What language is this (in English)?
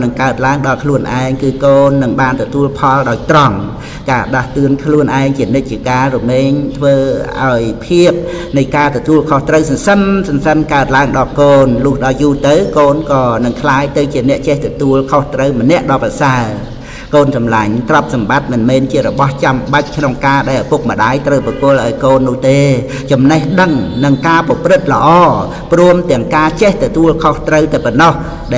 Khmer